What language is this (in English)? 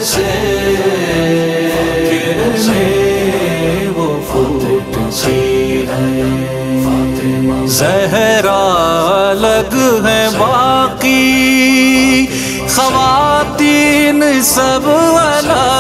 Urdu